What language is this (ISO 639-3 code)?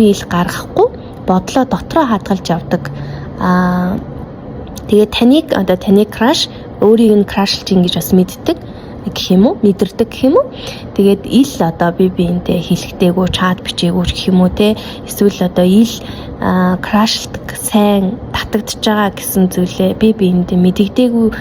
mon